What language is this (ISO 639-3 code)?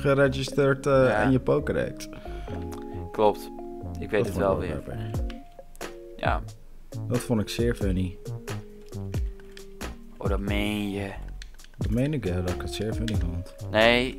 nld